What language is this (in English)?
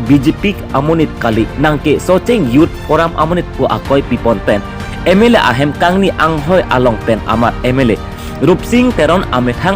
Karbi